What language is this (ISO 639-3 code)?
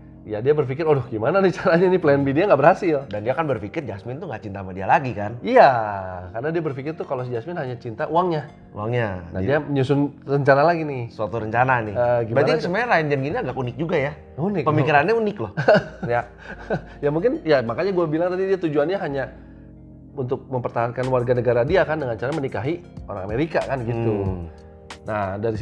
ind